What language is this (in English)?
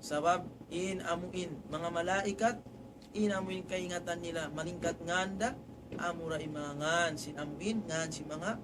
Tausug